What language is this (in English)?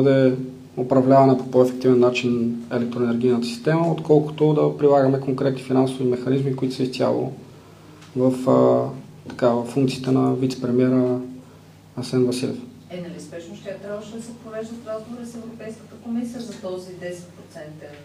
Bulgarian